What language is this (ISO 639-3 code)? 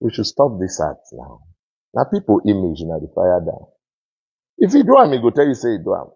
pcm